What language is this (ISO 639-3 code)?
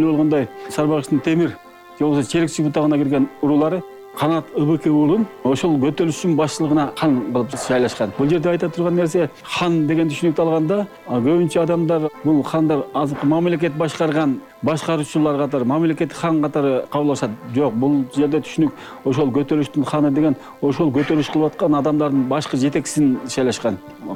kir